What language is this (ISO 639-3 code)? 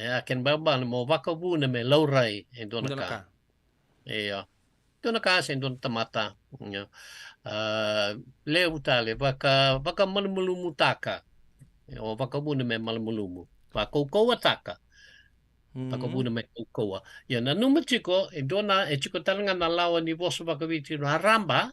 fij